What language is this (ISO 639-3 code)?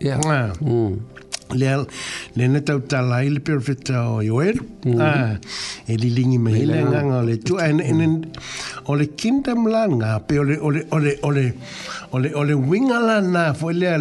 smo